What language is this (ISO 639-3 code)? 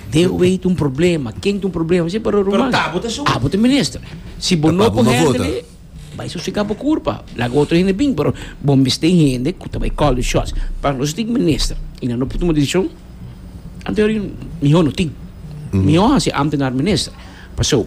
pap